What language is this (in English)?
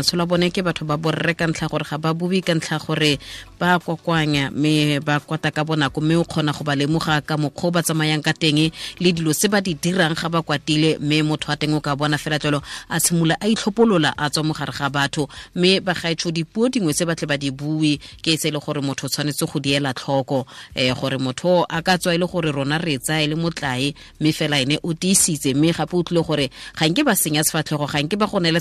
Tswana